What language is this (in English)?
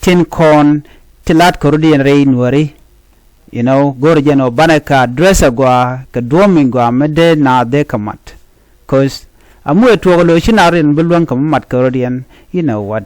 Nuer